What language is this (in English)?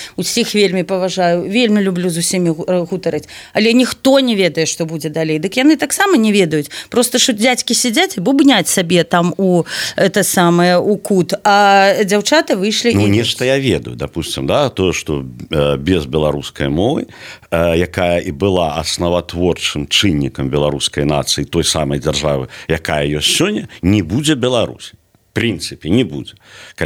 Belarusian